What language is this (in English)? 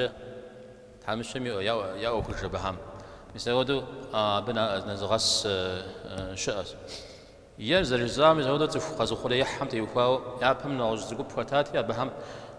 Kabardian